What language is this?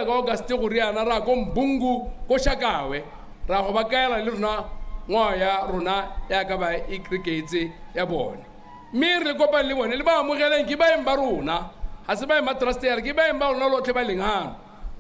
Tswana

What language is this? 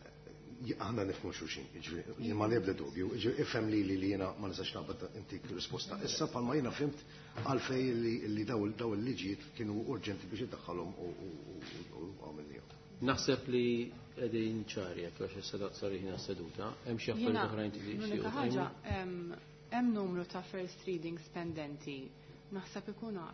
Maltese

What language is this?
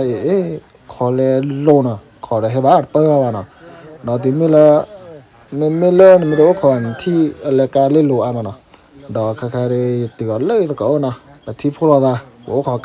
S'gaw Karen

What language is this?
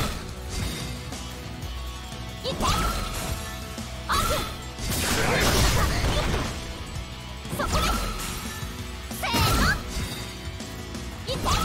Japanese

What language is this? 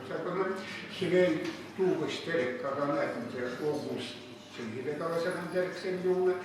Chuvash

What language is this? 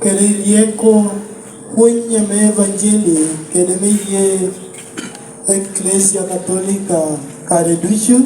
Lango (Uganda)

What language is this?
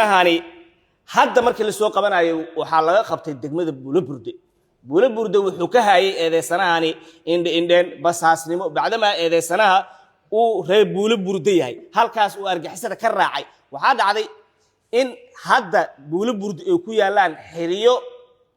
Somali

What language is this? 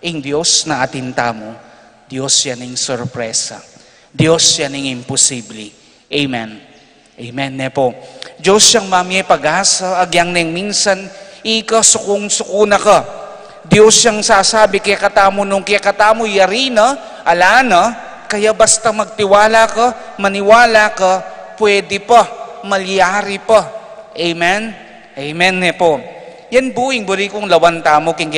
Pampanga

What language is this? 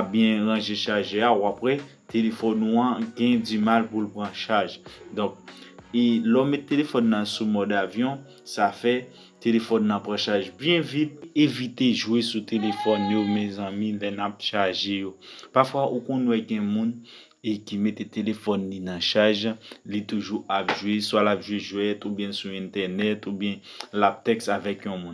Haitian Creole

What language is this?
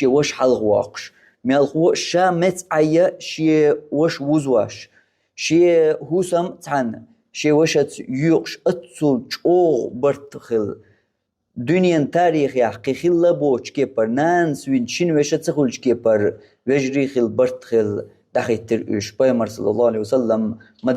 Chechen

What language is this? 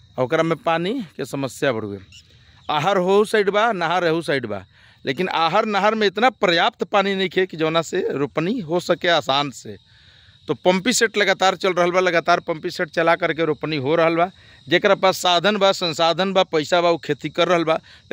Bhojpuri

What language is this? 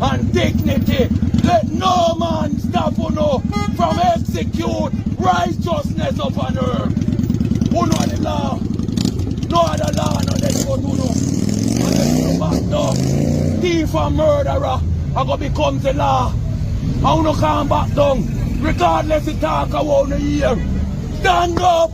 Jamaican Creole English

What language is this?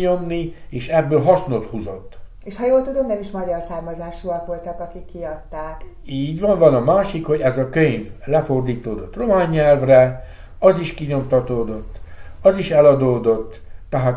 Hungarian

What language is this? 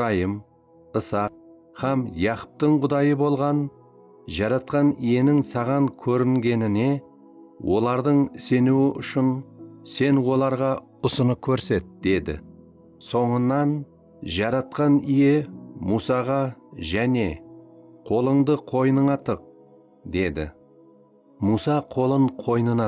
Kara-Kalpak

